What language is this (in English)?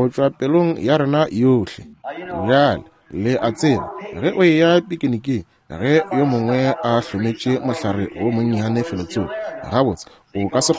Northern Sotho